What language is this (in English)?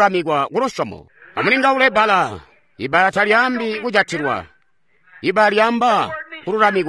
Tonga (Zambia)